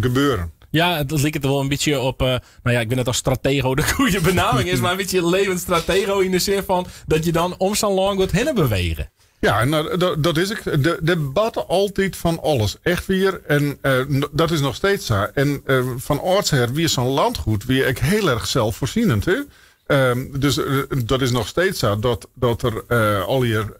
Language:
Western Frisian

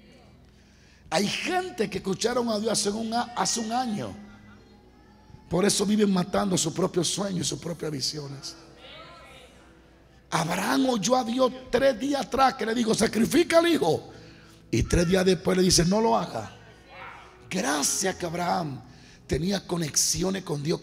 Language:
Spanish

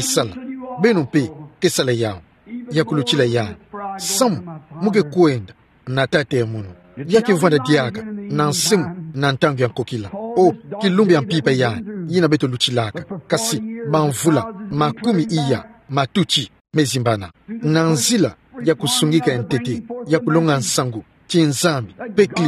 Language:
Kituba (Democratic Republic of Congo)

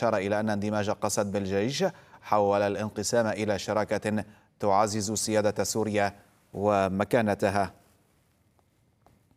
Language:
Arabic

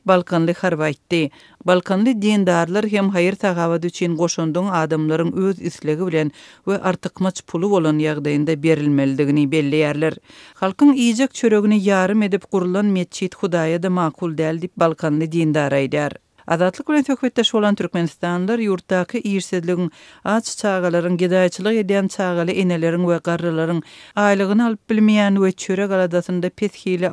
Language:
Turkmen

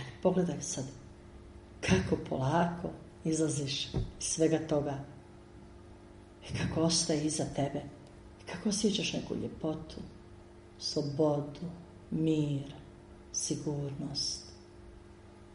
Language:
Croatian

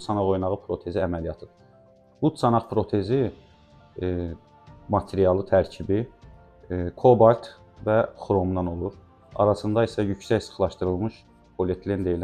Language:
Azerbaijani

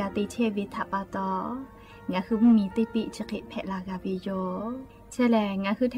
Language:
Lahu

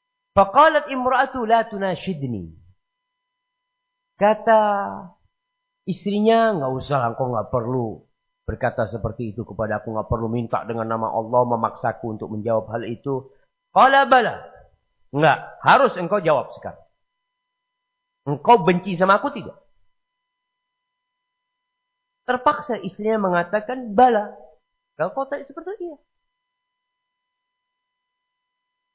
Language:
Indonesian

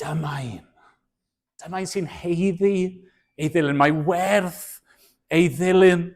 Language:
Welsh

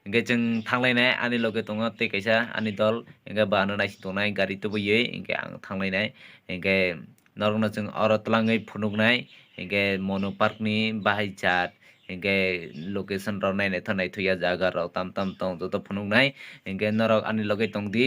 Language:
Kok Borok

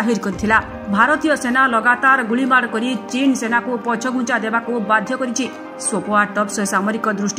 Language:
Odia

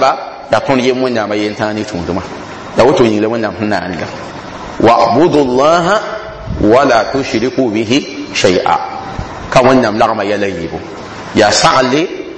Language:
Mossi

